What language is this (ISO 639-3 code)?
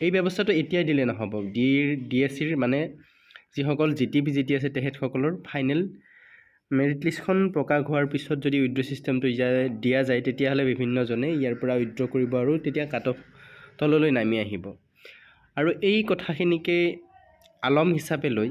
asm